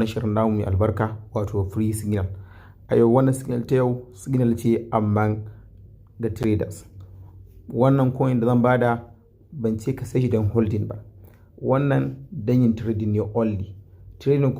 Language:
Hausa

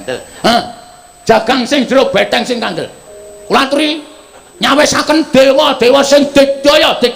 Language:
Javanese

